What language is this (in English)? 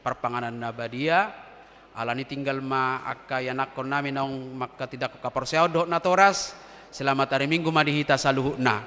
Batak Toba